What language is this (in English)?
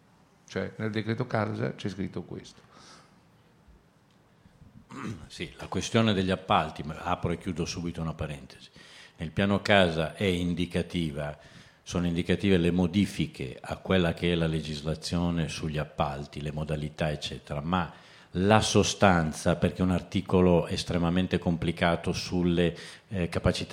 Italian